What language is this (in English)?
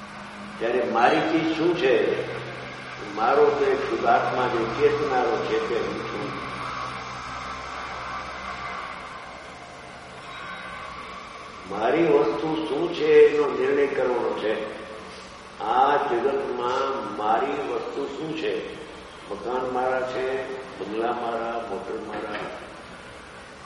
Gujarati